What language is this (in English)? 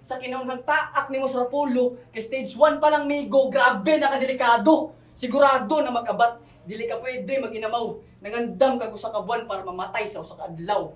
Cebuano